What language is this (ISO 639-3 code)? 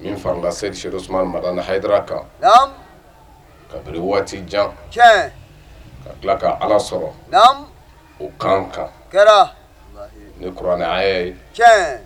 bam